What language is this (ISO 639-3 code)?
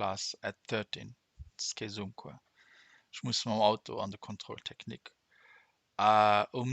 ltz